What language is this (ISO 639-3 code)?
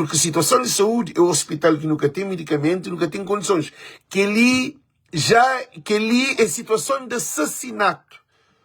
kea